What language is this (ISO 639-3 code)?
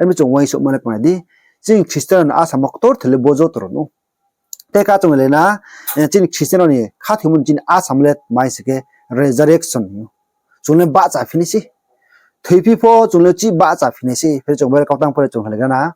ria